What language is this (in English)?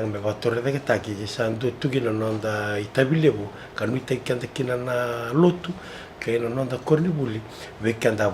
Fijian